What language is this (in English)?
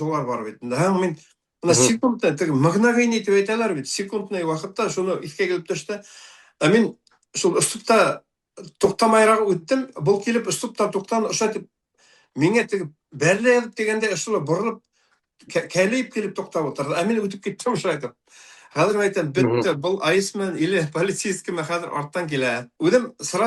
Bashkir